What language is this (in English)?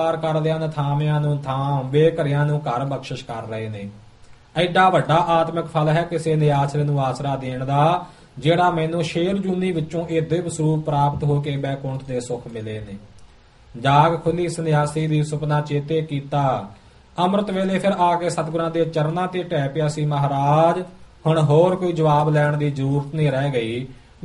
Punjabi